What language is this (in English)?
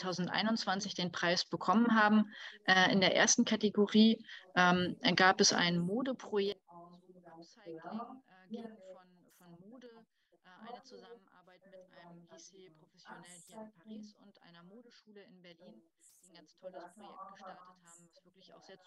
German